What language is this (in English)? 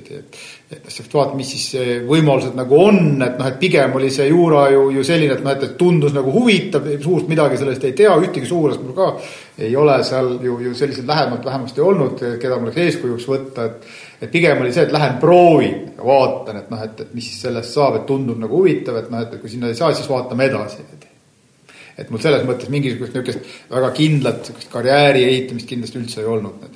Estonian